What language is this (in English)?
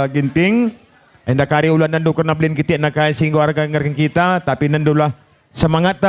Batak Karo